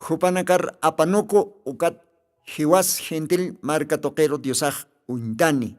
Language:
Aymara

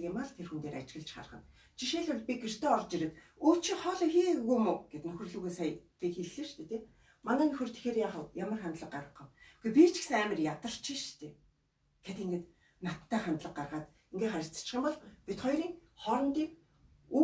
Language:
Mongolian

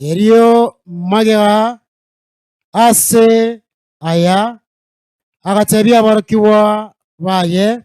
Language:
Gusii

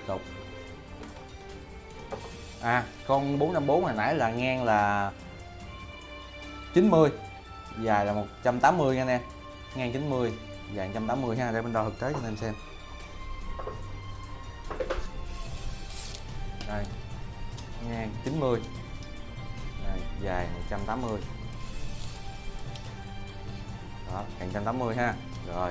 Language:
Vietnamese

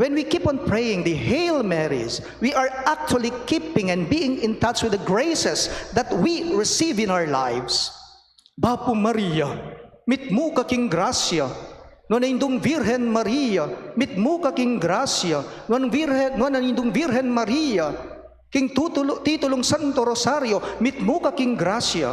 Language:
Pampanga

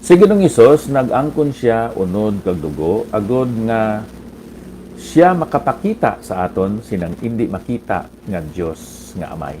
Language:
Hiligaynon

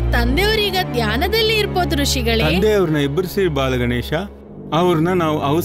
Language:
Kannada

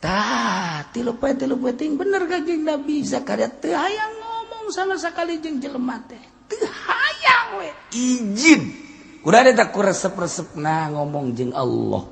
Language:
Sundanese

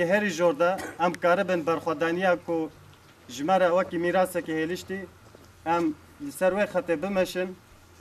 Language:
Kurdish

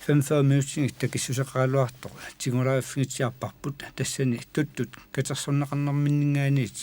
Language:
Kalaallisut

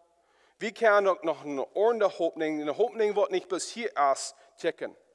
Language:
Plautdietsch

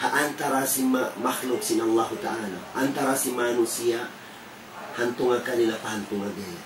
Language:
Tausug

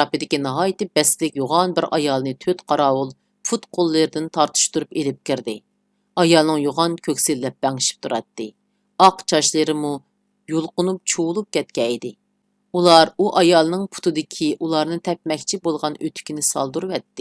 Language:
Uyghur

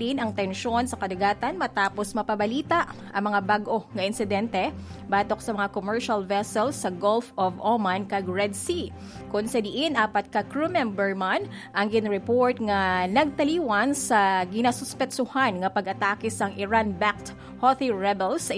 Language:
Hiligaynon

